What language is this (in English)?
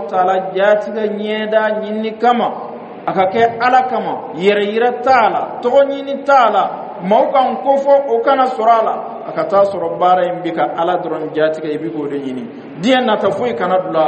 Dyula